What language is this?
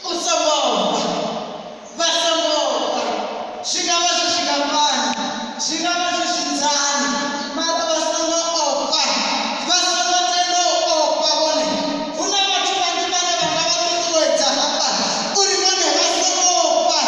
Venda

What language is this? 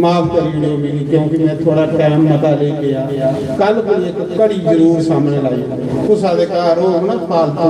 Dogri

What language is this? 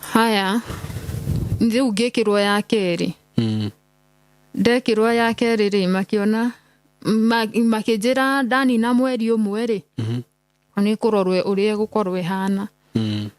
Kikuyu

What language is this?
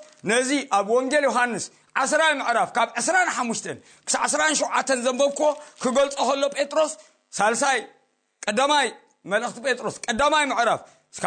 Tigrinya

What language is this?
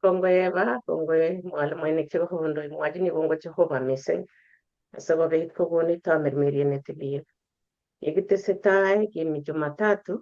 Kalenjin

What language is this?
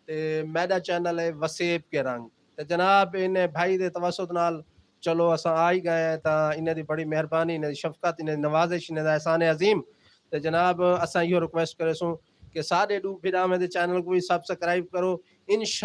Saraiki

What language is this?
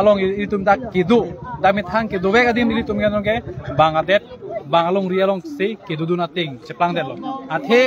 Karbi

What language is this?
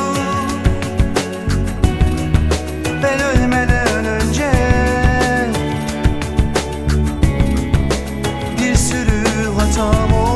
Turkish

